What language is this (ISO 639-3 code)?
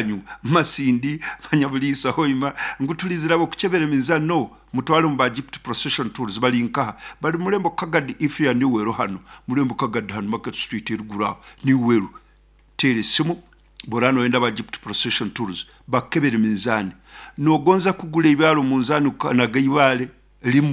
nyn